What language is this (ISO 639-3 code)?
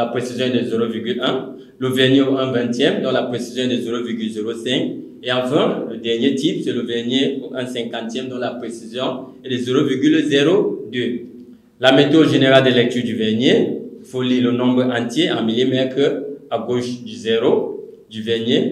fra